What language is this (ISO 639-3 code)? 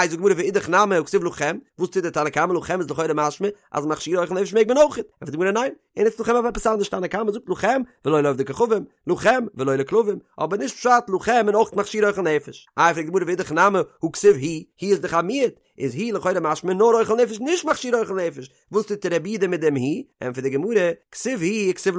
yid